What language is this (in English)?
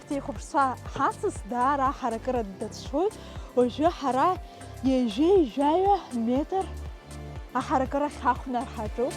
Abkhazian